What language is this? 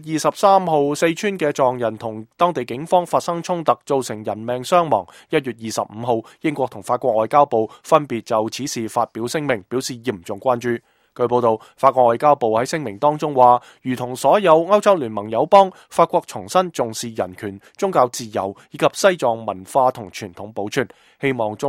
Cantonese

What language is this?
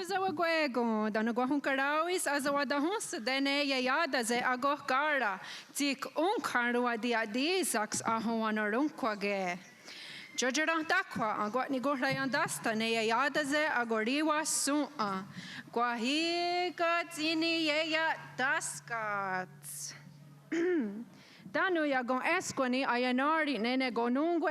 Mohawk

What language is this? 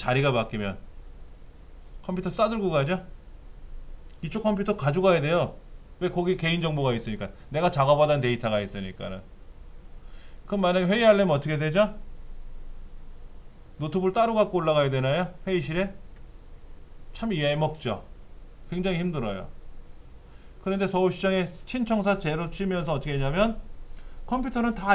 Korean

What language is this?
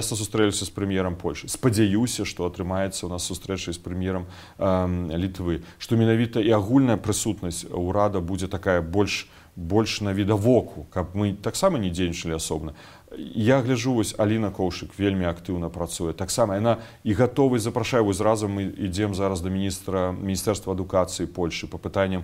Belarusian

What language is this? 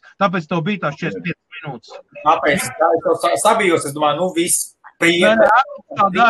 Latvian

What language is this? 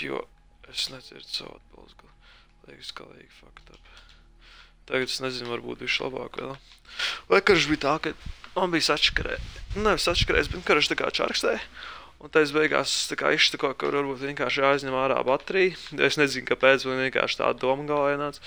Latvian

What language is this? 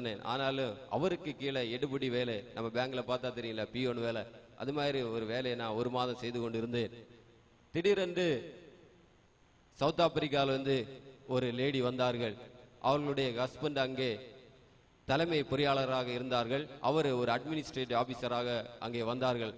Tamil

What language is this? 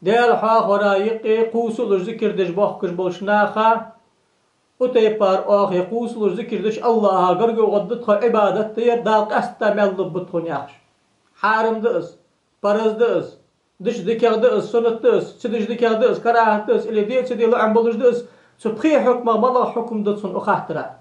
Ingush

